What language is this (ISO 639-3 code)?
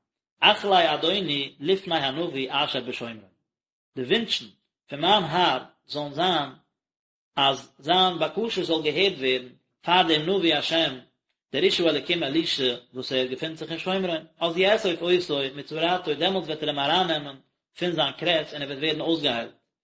yid